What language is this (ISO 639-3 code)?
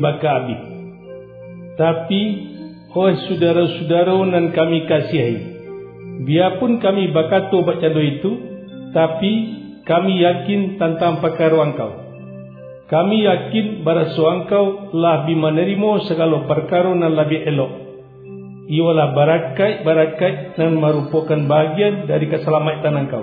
msa